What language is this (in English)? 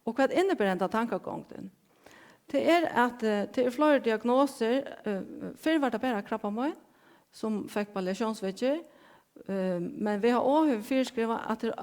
Faroese